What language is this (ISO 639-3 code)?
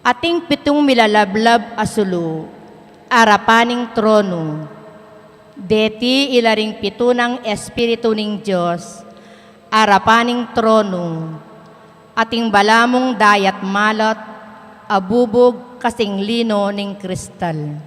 pam